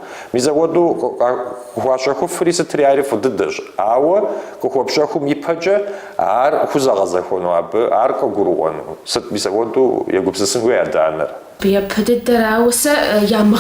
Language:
Kabardian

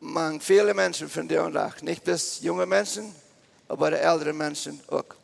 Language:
Plautdietsch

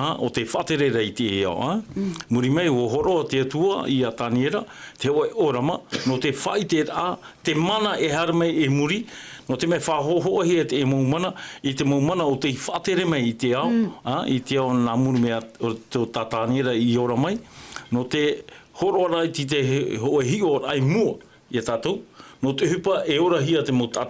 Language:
Tahitian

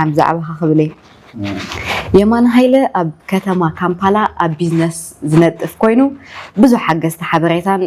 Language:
Tigrinya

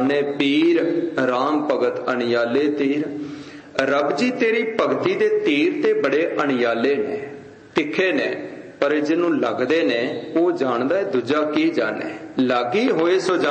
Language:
Punjabi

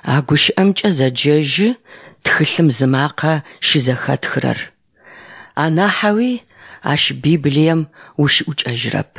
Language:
Adyghe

